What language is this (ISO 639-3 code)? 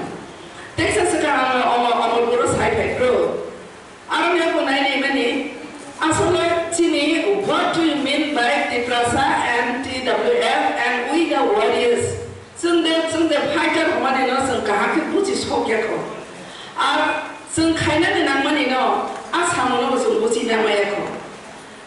trp